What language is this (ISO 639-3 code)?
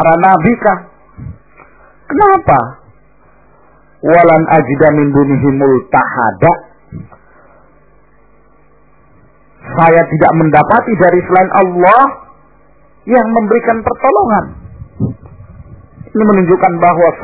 ind